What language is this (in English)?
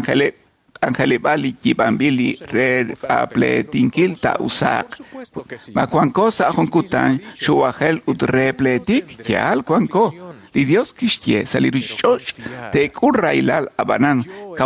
Kekchí